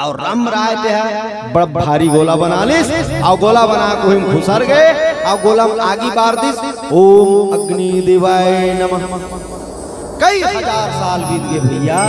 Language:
Chhattisgarhi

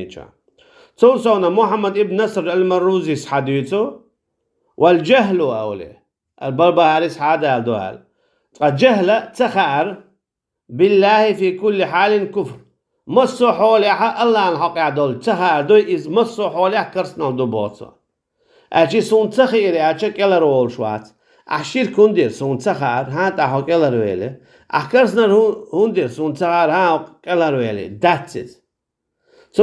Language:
Chechen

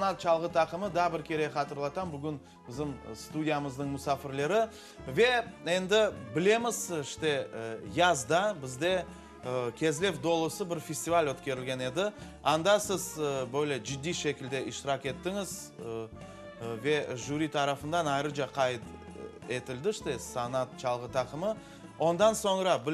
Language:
Crimean Tatar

